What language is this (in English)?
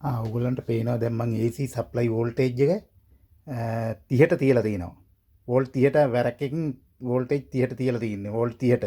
Sinhala